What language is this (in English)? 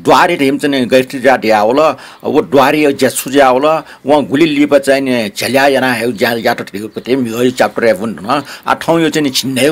Newari